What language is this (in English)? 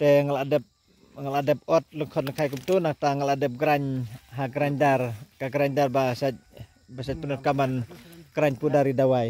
Khasi